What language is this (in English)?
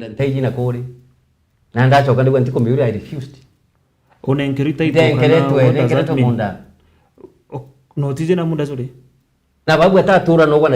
Meru